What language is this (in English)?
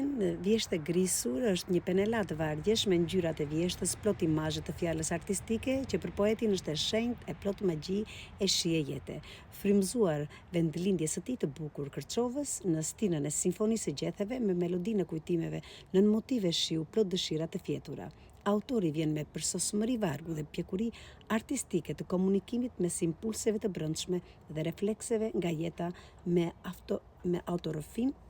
Albanian